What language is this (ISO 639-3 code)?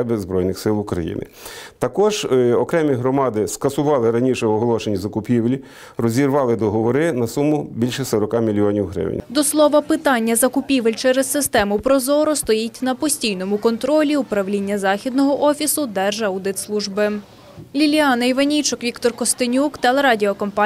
ukr